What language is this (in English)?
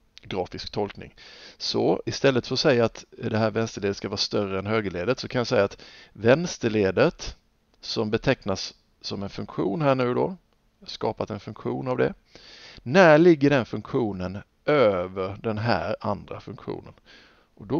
Swedish